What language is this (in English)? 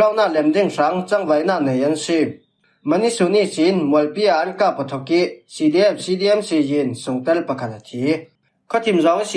Falam Chin